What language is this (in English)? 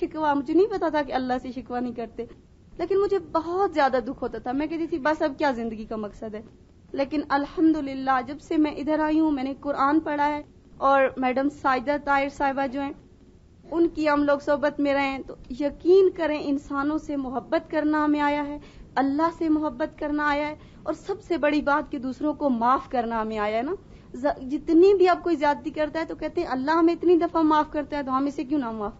Urdu